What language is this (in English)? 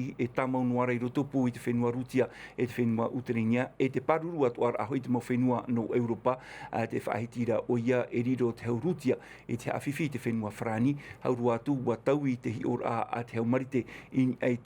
Tahitian